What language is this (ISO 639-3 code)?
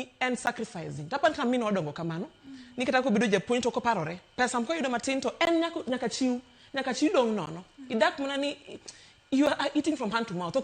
luo